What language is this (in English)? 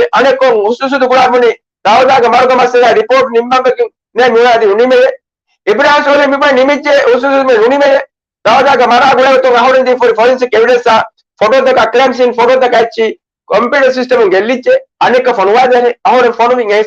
Divehi